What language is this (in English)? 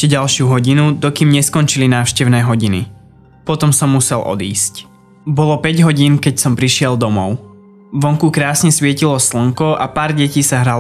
Slovak